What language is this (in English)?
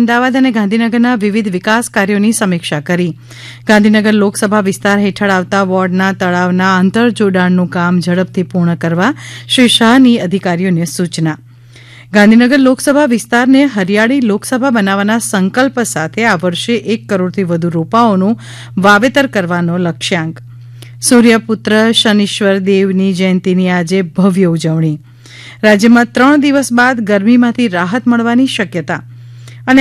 Gujarati